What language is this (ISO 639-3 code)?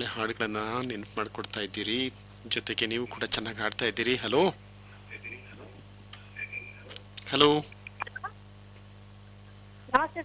kan